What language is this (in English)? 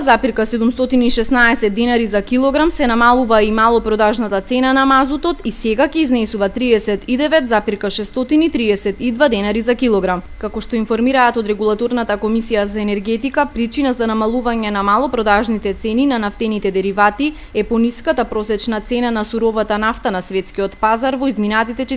Macedonian